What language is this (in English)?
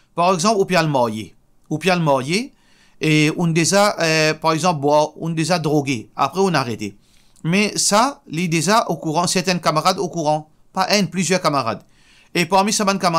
Morisyen